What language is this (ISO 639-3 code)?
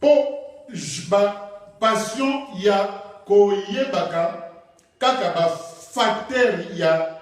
lin